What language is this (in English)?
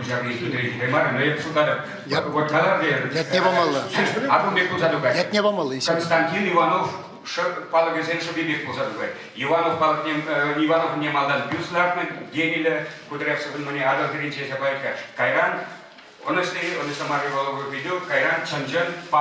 Chuvash